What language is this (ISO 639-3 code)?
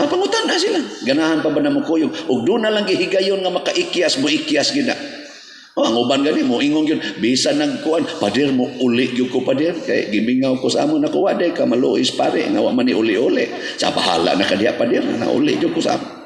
ceb